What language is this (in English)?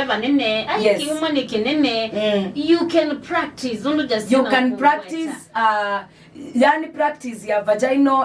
Kamba